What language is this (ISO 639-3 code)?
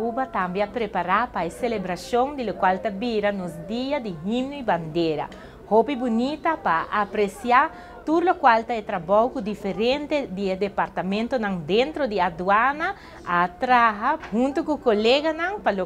pap